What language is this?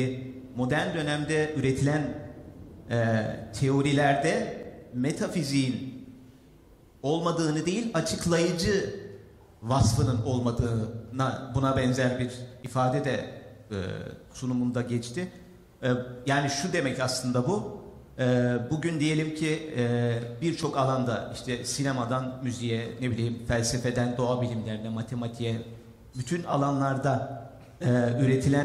Turkish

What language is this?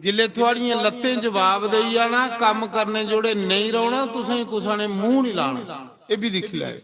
Dogri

